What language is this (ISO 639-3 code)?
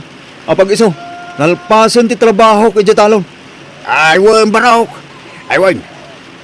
ilo